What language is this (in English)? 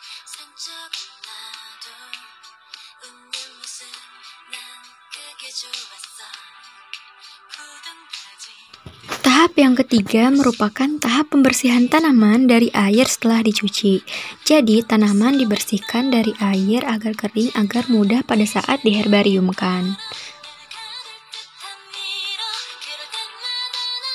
Indonesian